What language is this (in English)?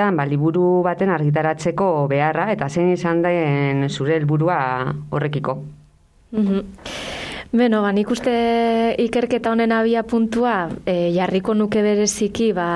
Basque